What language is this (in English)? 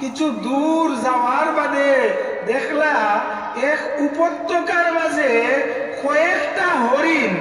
Sylheti